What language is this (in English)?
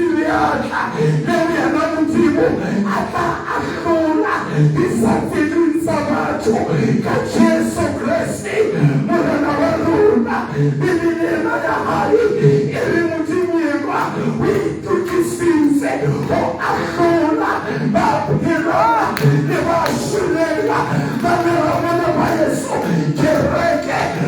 Southern Sotho